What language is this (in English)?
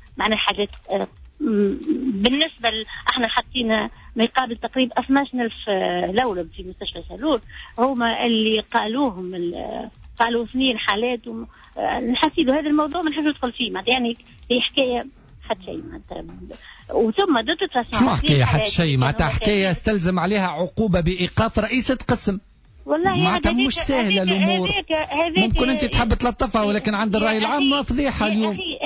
Tunisian Arabic